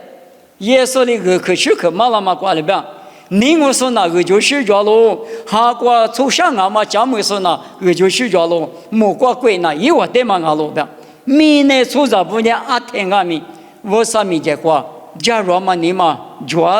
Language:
Lisu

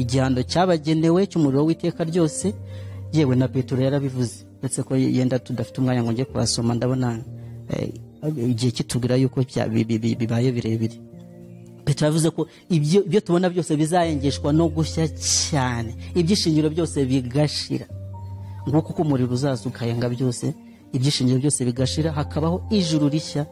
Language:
Kinyarwanda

